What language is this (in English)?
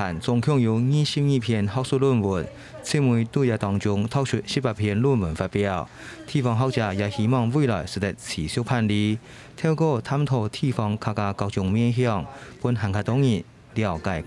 Hakka Chinese